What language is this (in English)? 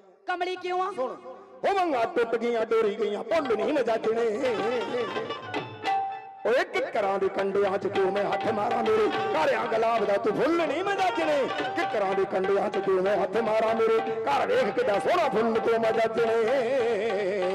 Punjabi